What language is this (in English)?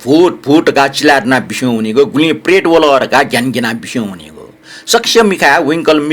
Newari